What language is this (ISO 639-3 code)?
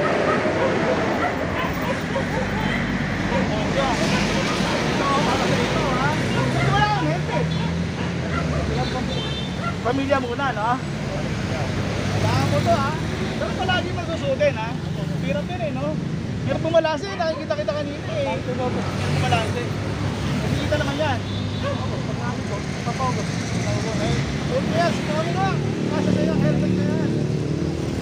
fil